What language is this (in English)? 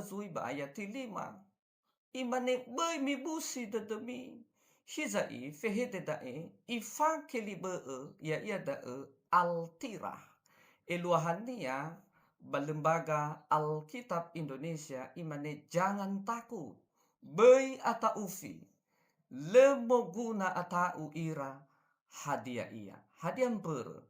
Nias